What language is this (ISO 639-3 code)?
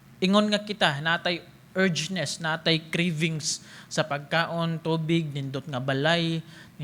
ceb